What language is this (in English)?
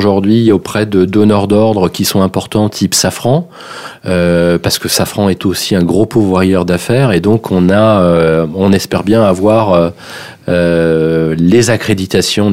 French